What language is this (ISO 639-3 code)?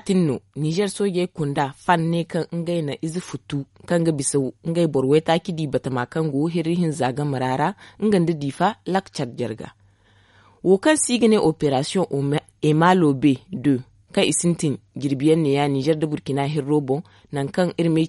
dje